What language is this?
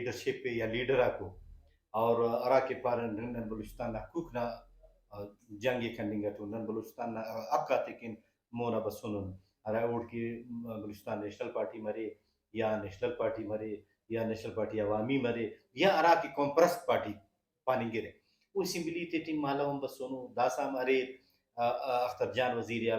Brahui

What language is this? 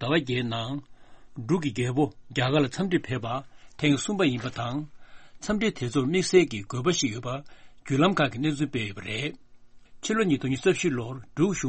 Tibetan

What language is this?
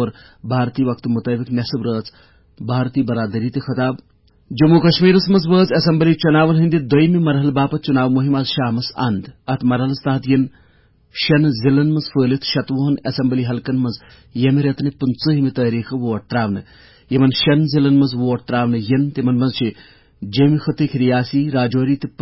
Kashmiri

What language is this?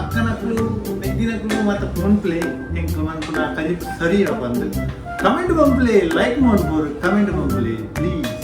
Tulu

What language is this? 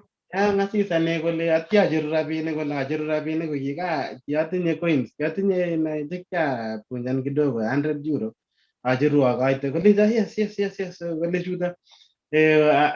Kalenjin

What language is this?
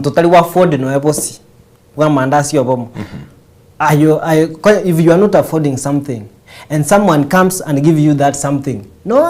Gusii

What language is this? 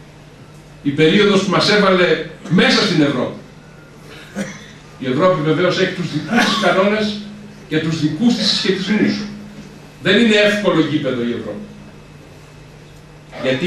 Greek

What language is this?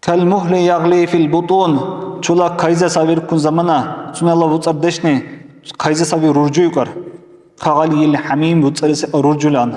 Dargwa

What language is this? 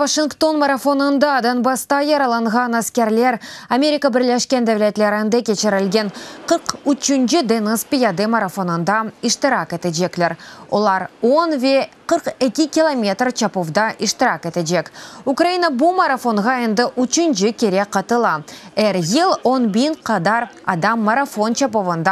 Crimean Tatar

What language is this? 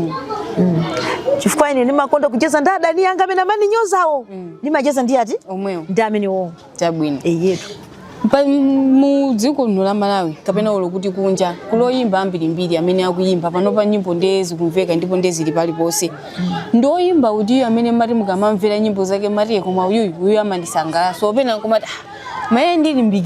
Nyanja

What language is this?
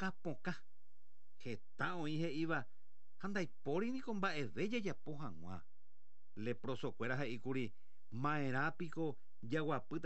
Guarani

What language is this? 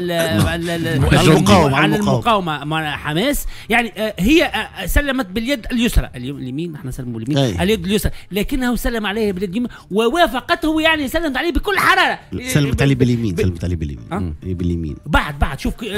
Tunisian Arabic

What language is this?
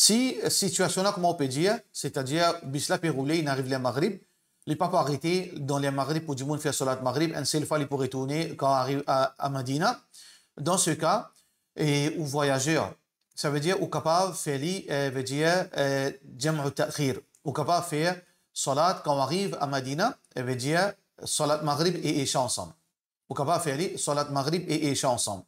Morisyen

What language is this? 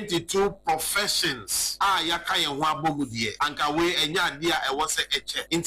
Akan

